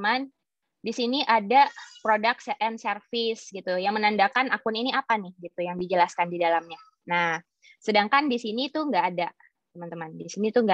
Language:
Indonesian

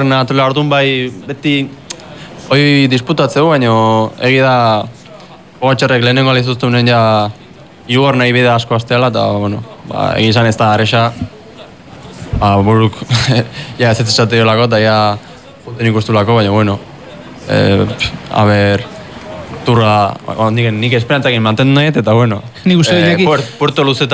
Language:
Basque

